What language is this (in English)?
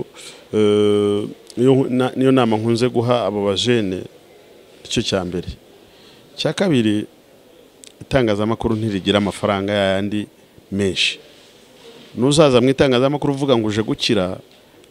Kinyarwanda